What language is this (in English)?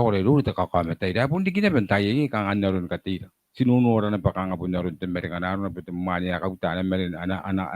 Gilbertese